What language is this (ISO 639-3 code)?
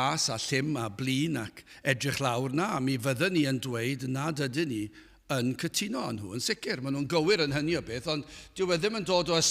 cym